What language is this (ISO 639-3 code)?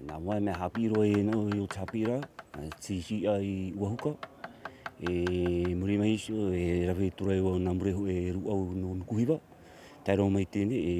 tah